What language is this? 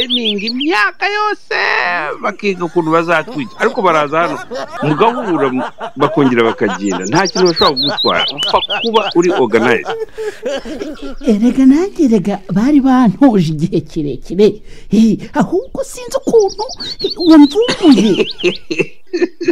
Kinyarwanda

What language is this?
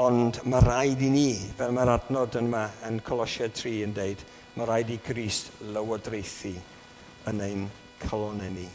Welsh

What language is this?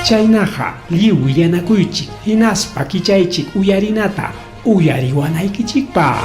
Ayacucho Quechua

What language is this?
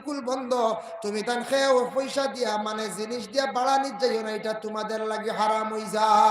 Sylheti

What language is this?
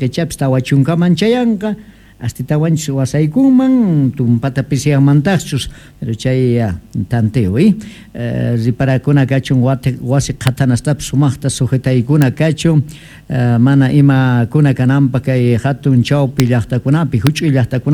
Quechua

